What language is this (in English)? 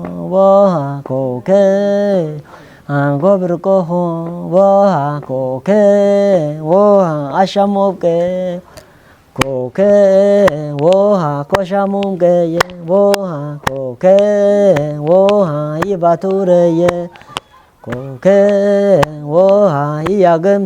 Kafa